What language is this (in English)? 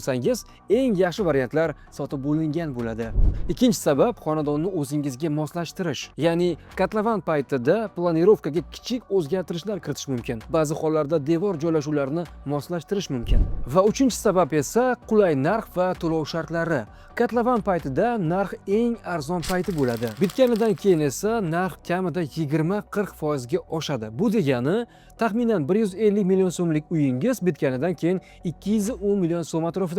Uzbek